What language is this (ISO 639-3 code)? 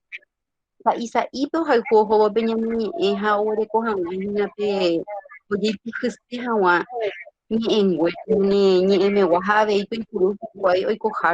grn